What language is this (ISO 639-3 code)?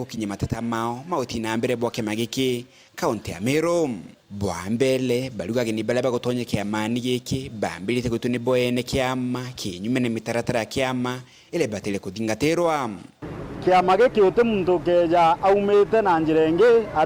mer